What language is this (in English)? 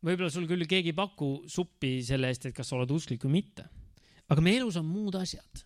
Estonian